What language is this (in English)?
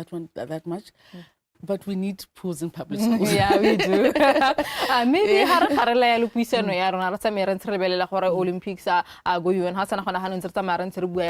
Tswana